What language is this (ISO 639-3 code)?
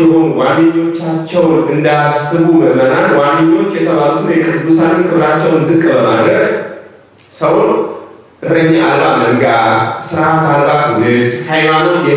amh